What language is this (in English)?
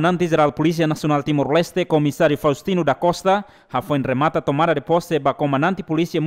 Tetum